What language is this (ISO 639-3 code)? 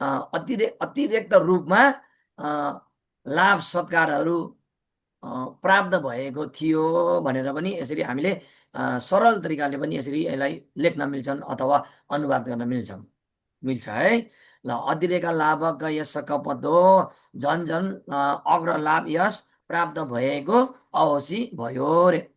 nep